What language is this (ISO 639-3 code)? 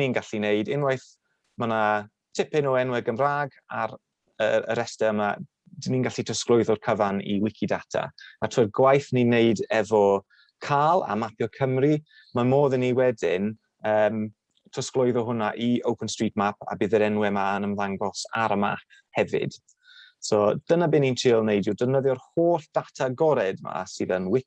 cym